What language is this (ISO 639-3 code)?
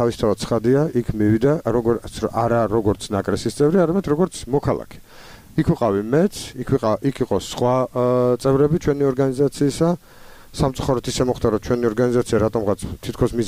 kat